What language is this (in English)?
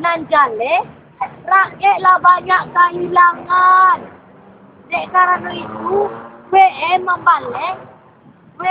Minangkabau